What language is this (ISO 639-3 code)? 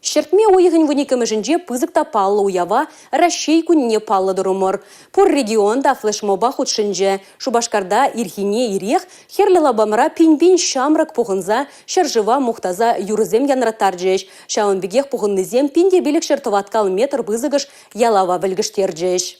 chv